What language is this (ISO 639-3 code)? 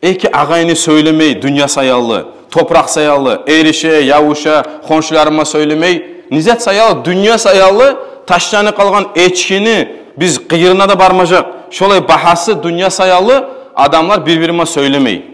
kum